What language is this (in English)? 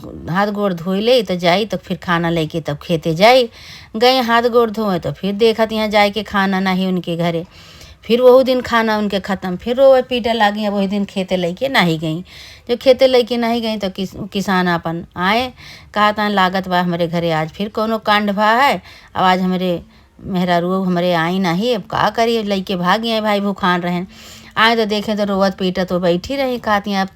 Awadhi